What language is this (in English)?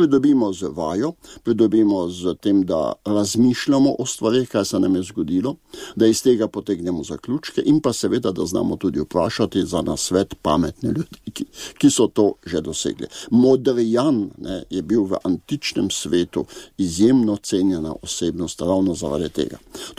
Slovenian